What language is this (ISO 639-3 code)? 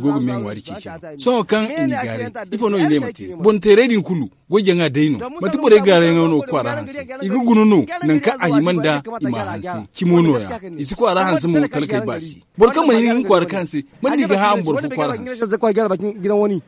dje